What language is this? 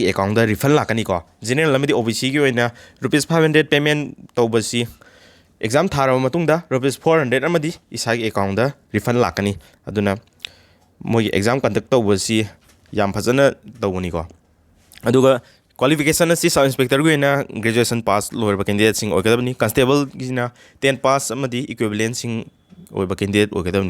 Manipuri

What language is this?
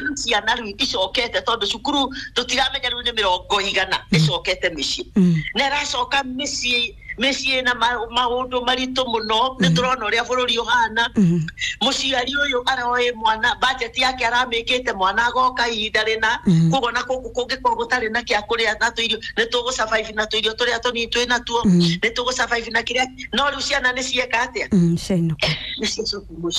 Kikuyu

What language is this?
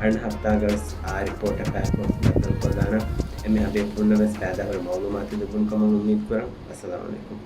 Divehi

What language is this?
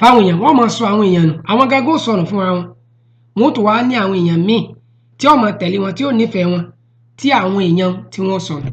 Yoruba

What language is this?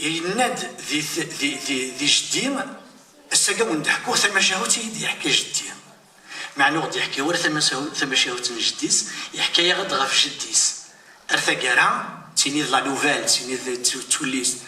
Kabyle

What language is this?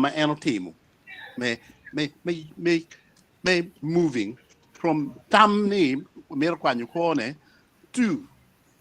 Acoli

